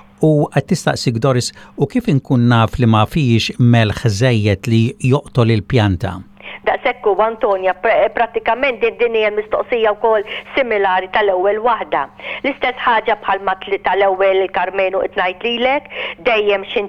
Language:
Maltese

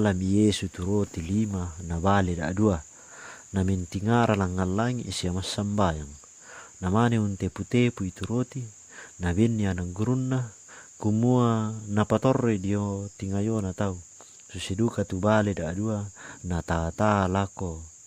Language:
Toraja-Sa'dan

